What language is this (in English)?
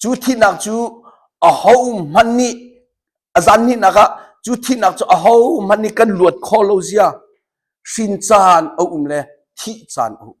Hakha Chin